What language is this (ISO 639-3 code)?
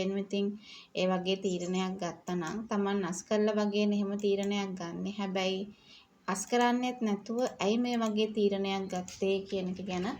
sin